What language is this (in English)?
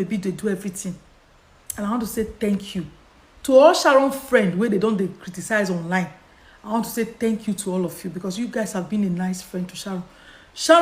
Nigerian Pidgin